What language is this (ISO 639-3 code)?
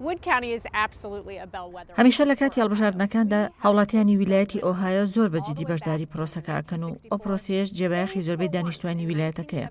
ckb